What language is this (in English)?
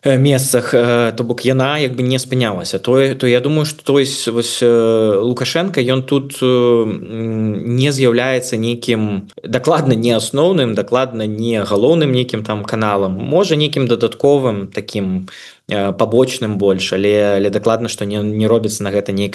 Belarusian